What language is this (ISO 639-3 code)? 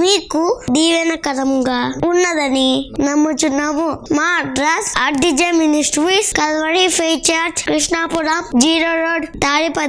tel